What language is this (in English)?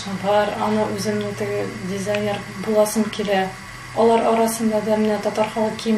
Tatar